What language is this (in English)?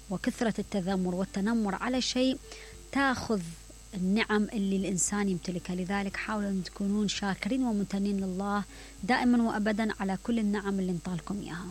Mesopotamian Arabic